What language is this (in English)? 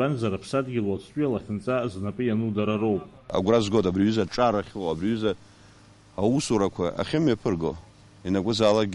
Abkhazian